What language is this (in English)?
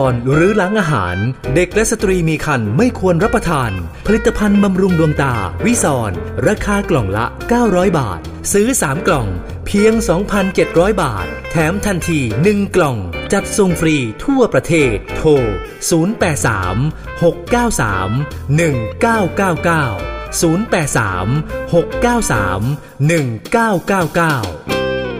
Thai